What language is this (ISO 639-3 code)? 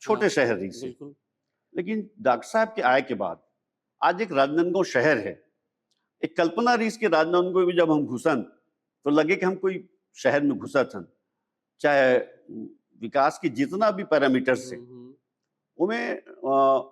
hne